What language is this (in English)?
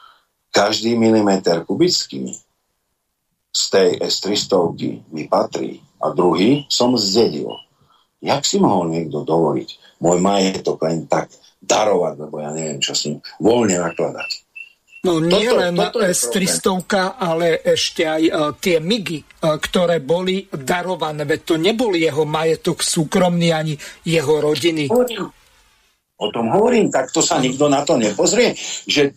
Slovak